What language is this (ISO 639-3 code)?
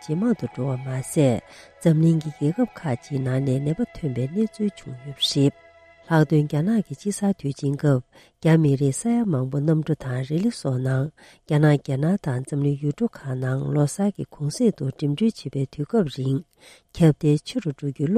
bod